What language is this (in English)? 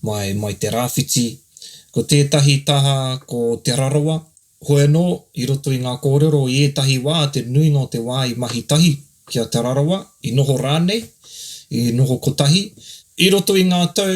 Māori